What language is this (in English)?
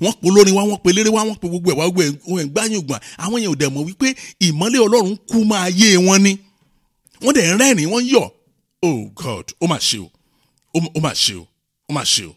Yoruba